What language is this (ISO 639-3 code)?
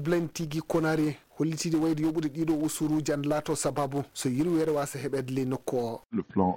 ful